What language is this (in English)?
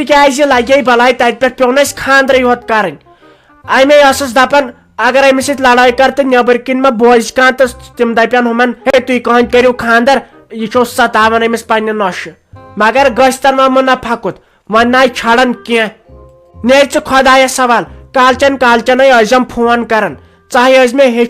Kashmiri